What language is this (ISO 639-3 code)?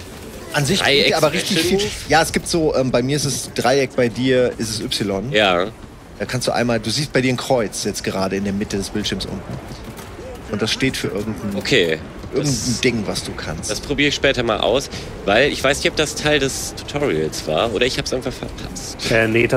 deu